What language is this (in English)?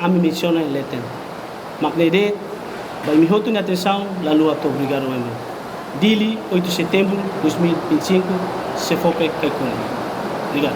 Tetum